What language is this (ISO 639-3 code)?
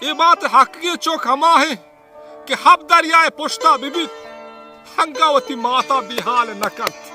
bal